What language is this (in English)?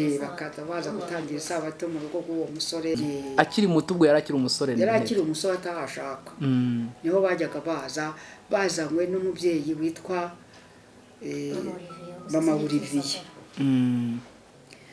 Kinyarwanda